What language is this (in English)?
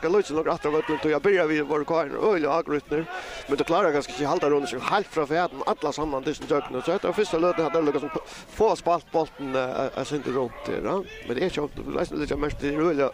Faroese